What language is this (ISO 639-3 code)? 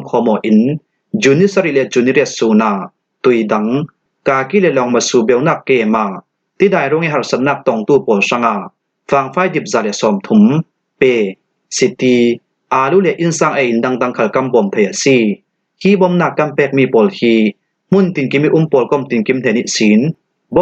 cfm